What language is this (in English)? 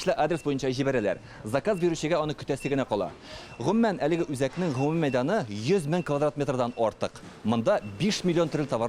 Tatar